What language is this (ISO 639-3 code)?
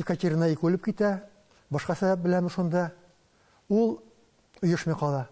tat